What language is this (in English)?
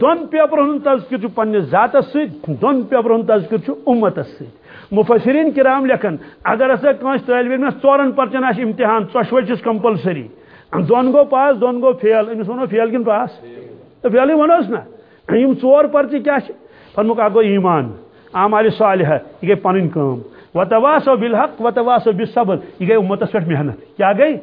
Kashmiri